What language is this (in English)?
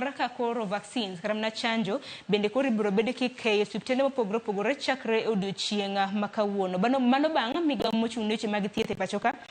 Luo (Kenya and Tanzania)